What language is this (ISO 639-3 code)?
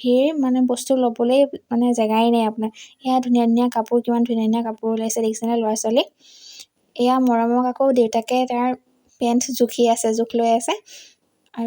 asm